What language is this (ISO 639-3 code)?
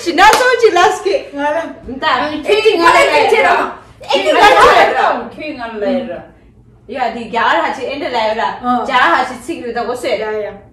bod